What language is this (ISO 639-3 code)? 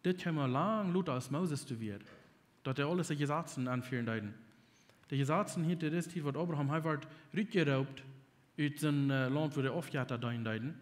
pdt